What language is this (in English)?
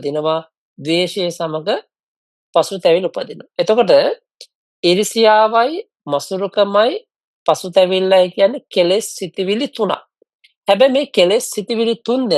Sinhala